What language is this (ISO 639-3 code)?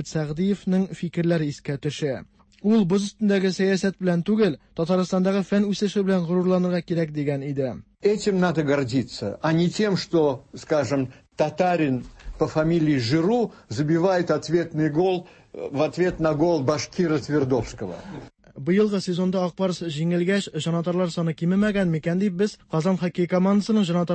tat